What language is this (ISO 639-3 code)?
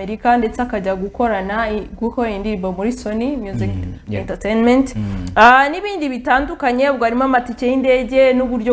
kin